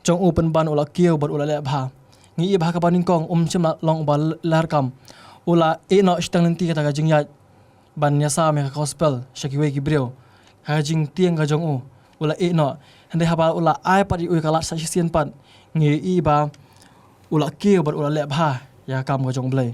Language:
Khasi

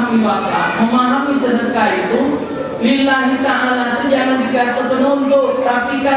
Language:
Musi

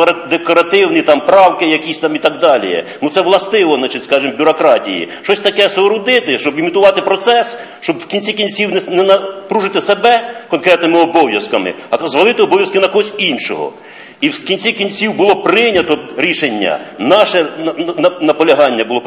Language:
Ukrainian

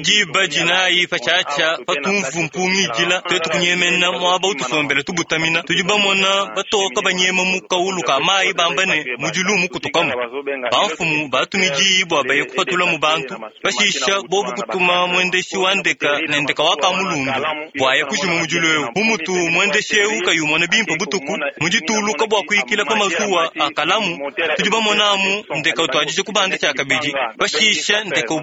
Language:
Luba-Lulua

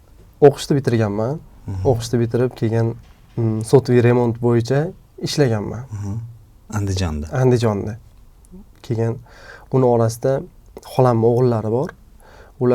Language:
Uzbek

